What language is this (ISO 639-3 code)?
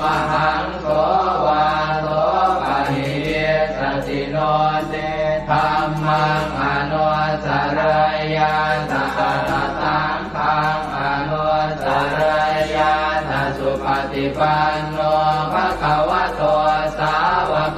pli